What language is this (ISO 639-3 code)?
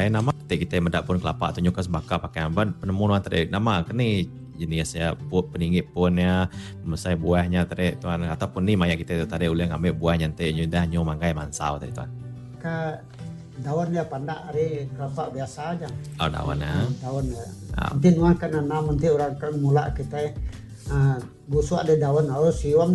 iba